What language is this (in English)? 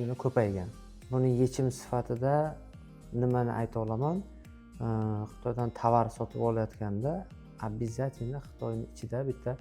Uzbek